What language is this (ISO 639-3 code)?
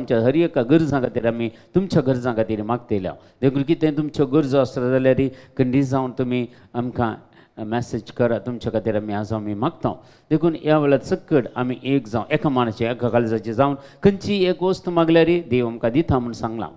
kok